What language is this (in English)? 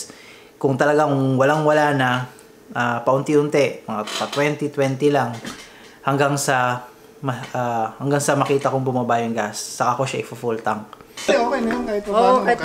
Filipino